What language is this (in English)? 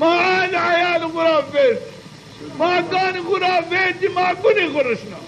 Zaza